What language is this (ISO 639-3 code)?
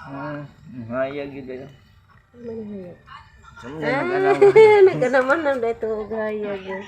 ceb